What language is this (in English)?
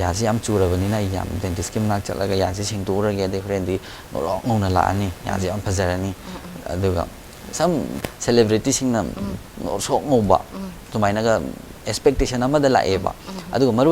Manipuri